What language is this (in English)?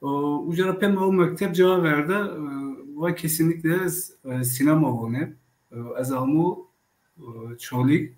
Zaza